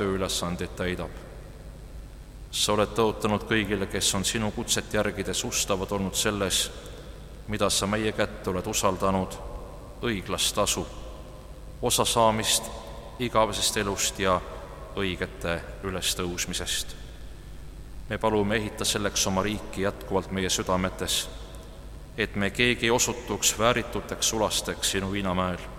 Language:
Estonian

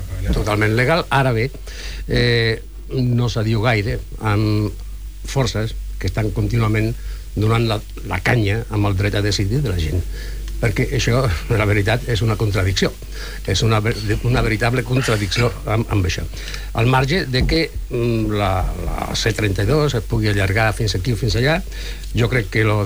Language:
Catalan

